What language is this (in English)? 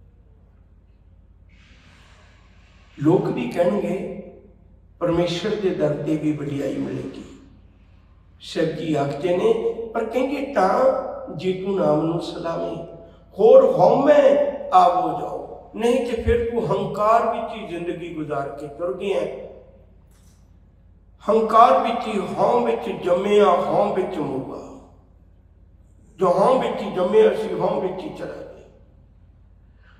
Punjabi